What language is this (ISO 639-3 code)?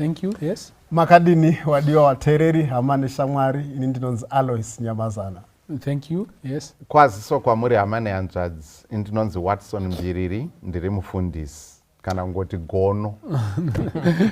sna